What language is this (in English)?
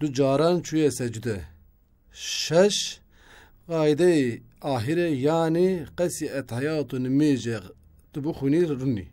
Kurdish